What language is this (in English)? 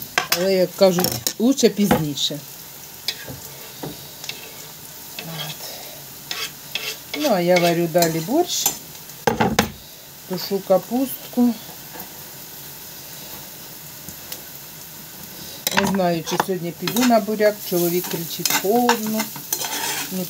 Ukrainian